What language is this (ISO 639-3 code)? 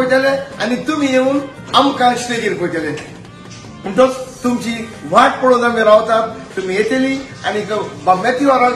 kok